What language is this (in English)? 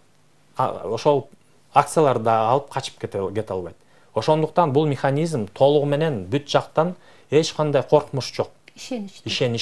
Kyrgyz